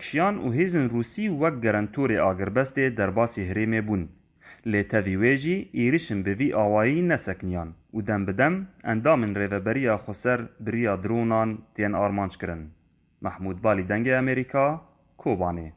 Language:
Kurdish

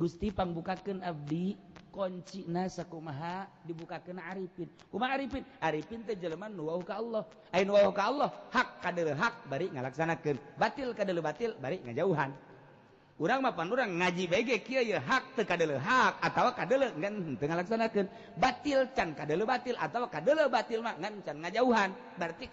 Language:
Sundanese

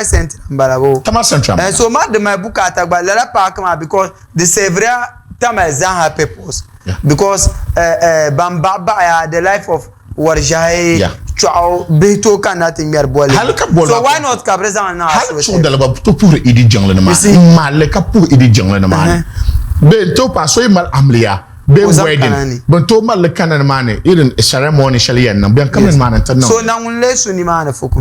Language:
Dagbani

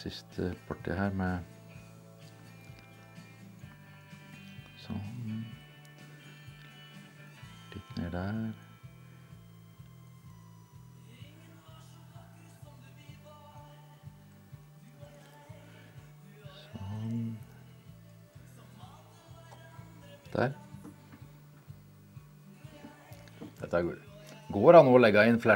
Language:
Norwegian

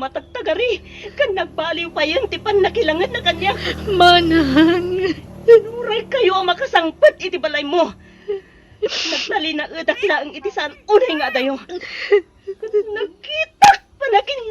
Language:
Iloko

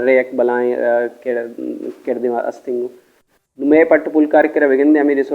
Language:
Baluchi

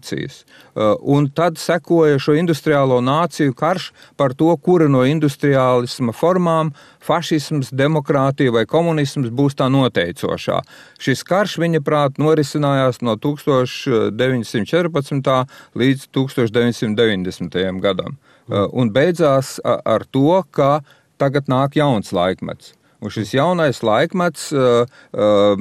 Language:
Latvian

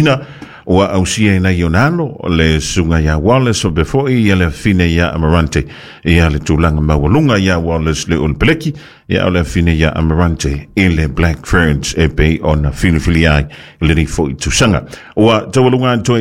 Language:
Samoan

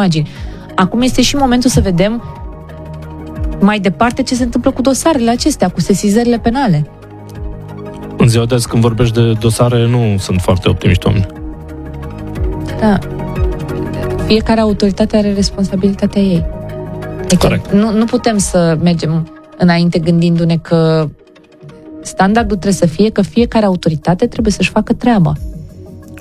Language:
Romanian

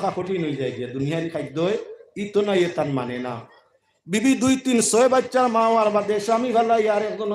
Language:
Sylheti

